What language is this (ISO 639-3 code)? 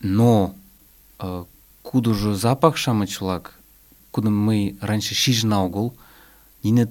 chm